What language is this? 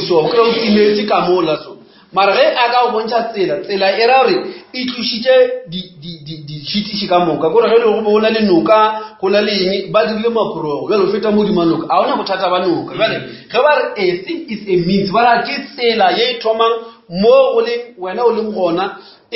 Northern Sotho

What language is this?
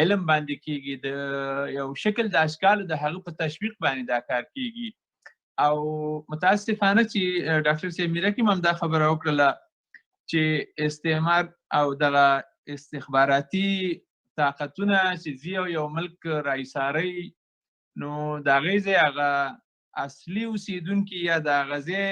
Pashto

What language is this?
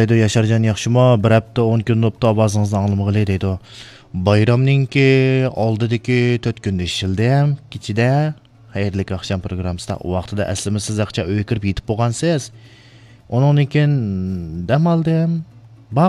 Uyghur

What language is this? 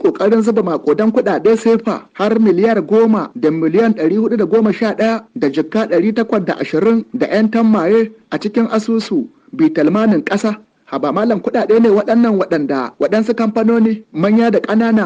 Hausa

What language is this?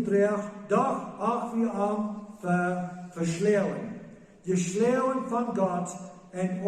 Plautdietsch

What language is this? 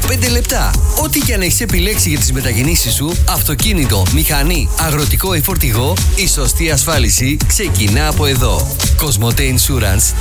Greek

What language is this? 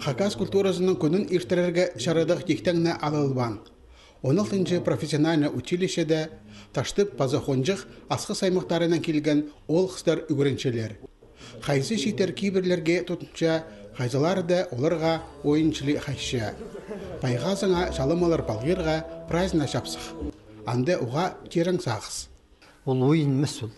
Khakas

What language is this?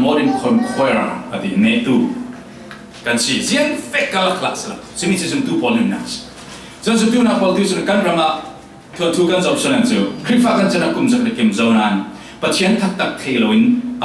Falam Chin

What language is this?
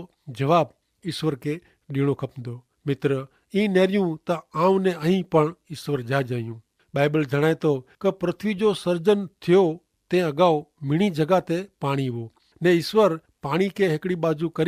Kachhi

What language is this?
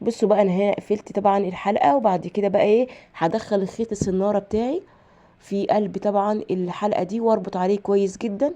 Egyptian Arabic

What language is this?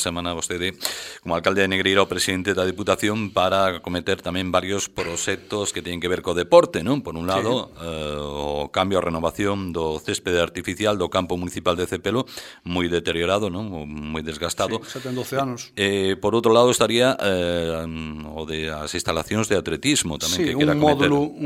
Galician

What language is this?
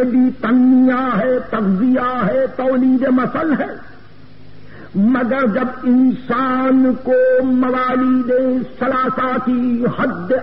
Urdu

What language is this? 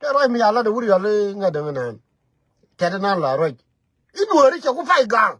Nuer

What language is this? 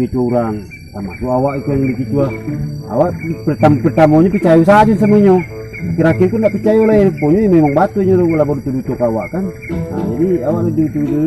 Minangkabau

